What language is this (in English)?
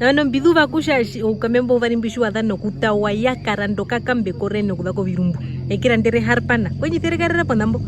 Herero